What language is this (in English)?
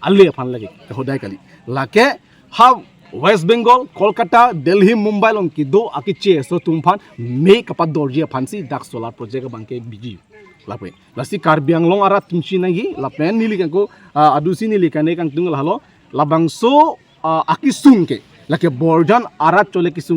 Karbi